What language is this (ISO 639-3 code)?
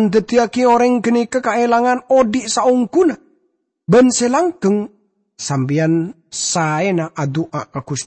mad